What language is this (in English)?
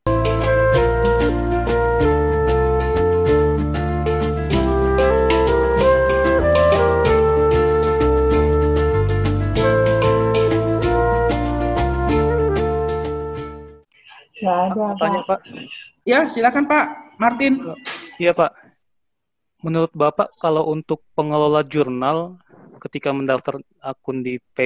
Indonesian